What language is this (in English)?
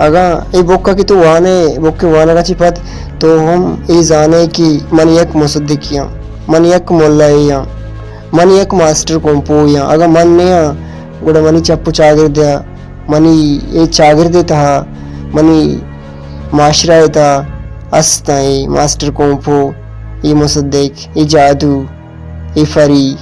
Baluchi